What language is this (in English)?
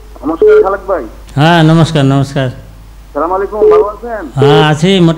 Bangla